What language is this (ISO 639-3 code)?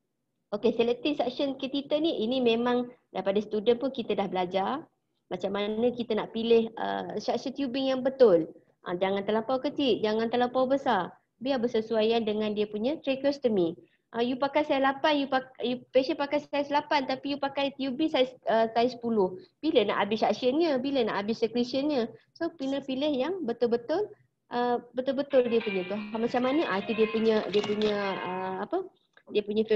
msa